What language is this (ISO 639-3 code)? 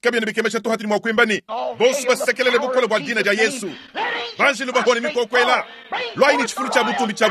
lua